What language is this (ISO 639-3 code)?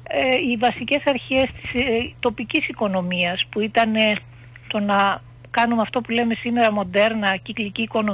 ell